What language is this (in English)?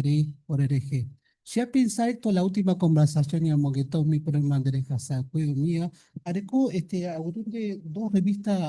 Guarani